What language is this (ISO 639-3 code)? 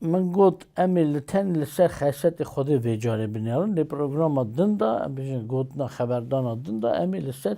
kur